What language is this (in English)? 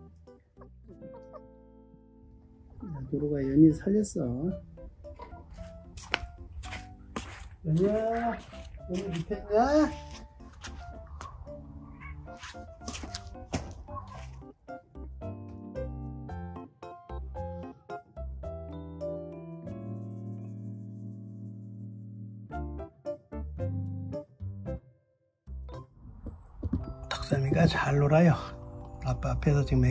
Korean